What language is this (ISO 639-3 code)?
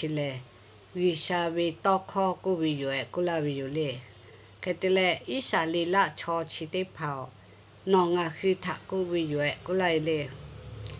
lhu